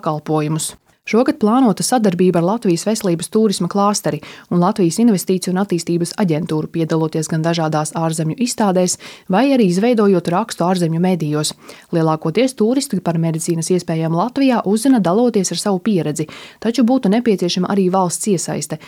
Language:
Latvian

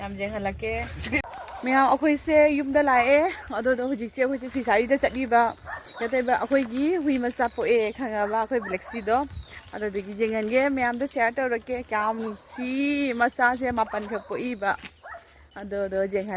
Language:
Manipuri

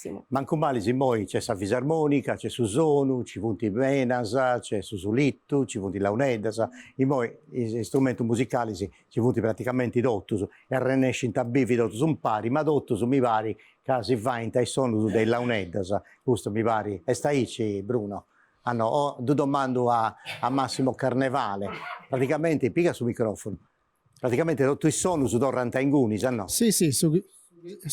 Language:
Sardinian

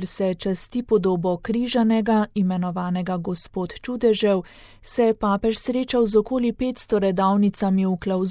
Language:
Slovenian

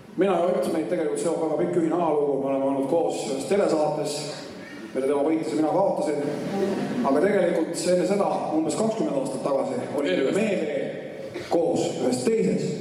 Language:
Estonian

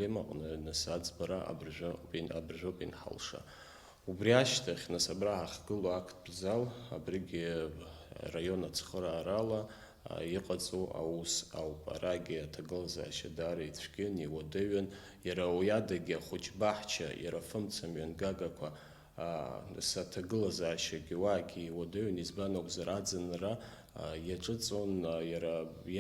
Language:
Abkhazian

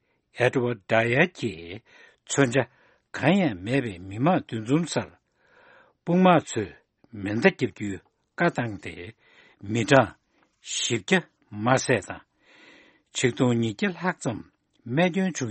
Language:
Tibetan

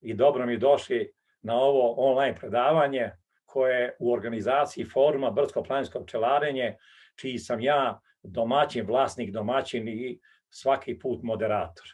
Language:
Serbian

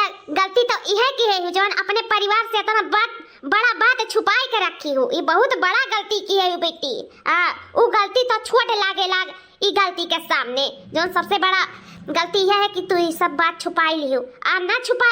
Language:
Awadhi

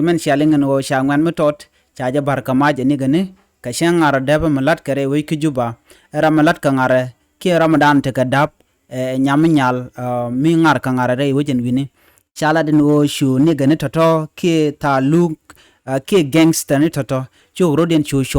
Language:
Nuer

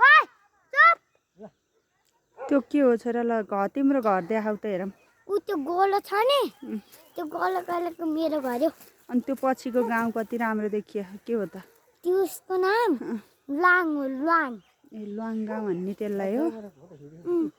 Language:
Nepali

